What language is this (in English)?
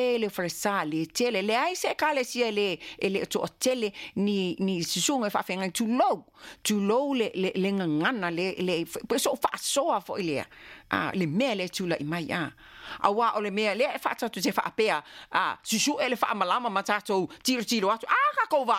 Samoan